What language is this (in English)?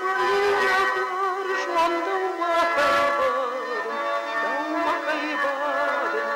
Ossetic